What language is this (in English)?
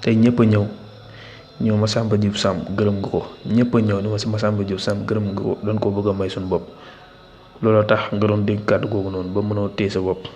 Wolof